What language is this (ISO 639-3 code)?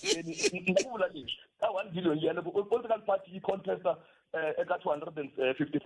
tso